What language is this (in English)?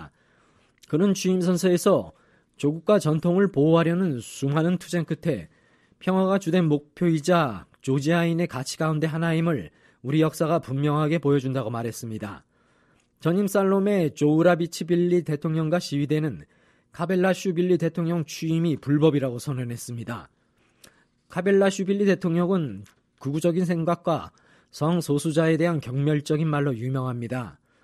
Korean